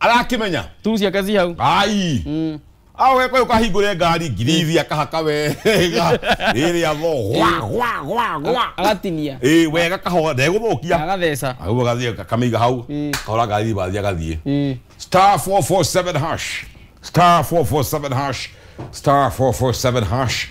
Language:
Kikuyu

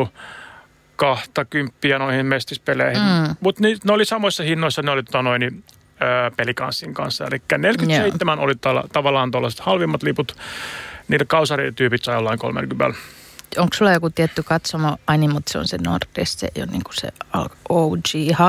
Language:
Finnish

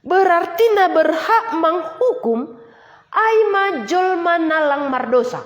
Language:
Batak Simalungun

